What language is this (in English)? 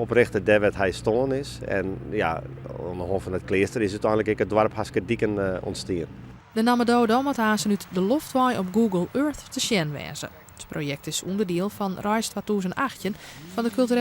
Western Frisian